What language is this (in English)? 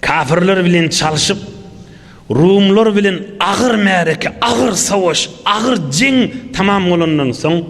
Turkmen